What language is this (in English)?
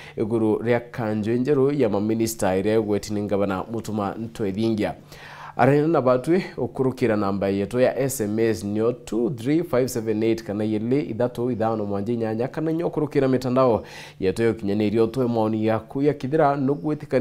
Meru